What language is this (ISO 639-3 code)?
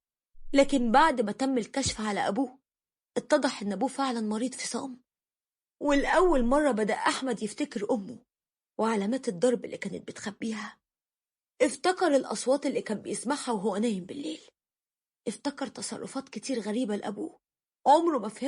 arz